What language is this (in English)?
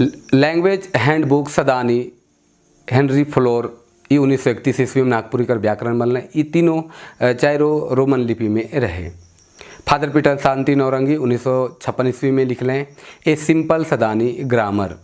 Sadri